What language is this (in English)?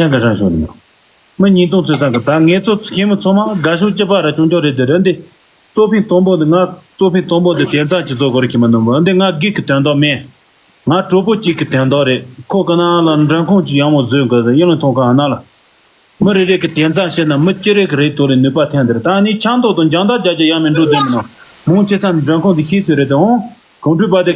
Tibetan